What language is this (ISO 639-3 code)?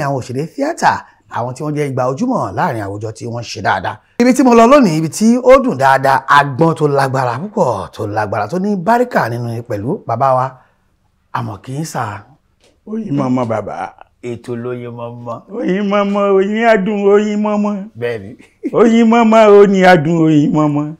yor